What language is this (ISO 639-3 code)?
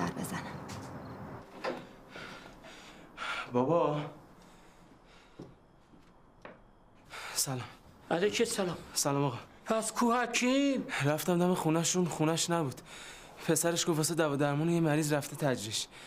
fas